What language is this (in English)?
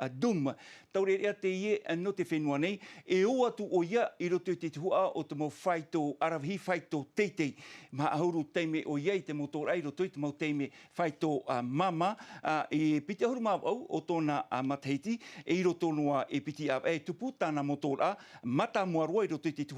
Tahitian